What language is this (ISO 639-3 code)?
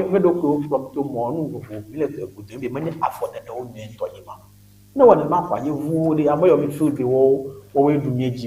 ewe